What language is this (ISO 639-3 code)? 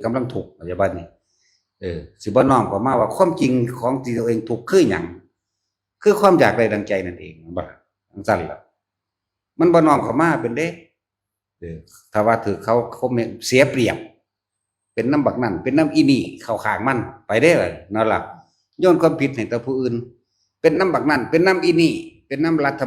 tts